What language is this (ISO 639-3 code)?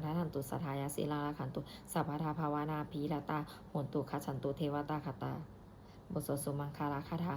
pli